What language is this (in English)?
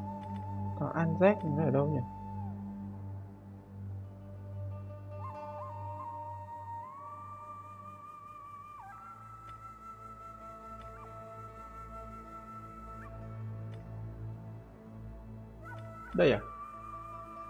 Vietnamese